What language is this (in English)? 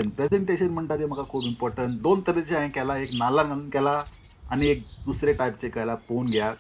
Konkani